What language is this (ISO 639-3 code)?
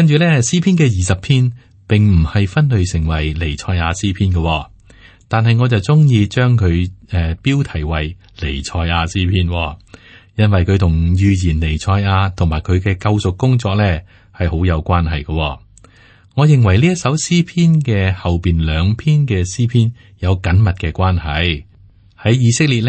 yue